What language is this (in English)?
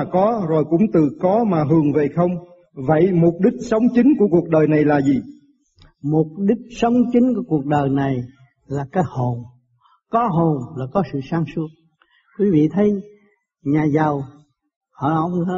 Vietnamese